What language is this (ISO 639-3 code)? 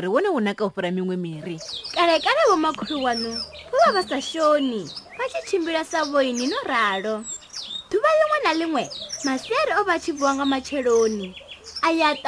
ven